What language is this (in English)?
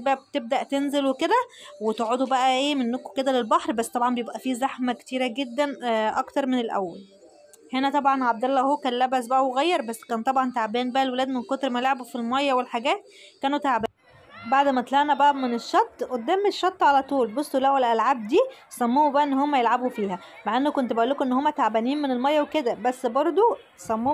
Egyptian Arabic